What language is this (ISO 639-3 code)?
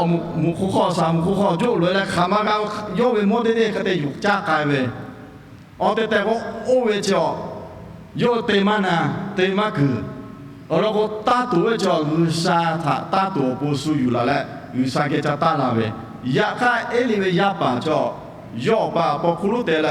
lhu